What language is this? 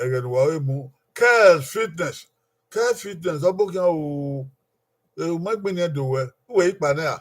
Bini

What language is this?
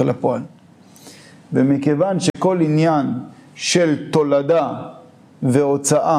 Hebrew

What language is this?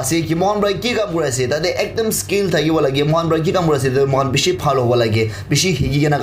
Naga Pidgin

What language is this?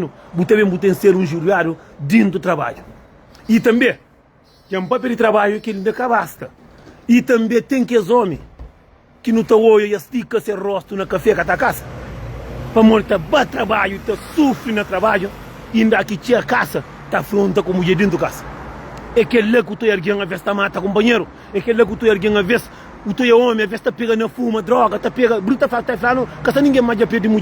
Kabuverdianu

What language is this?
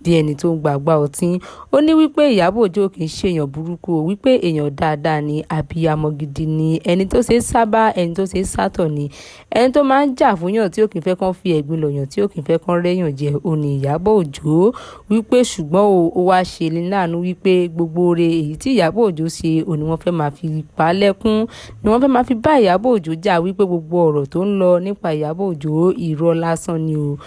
Yoruba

